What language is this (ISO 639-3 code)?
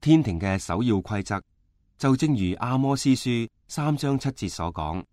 yue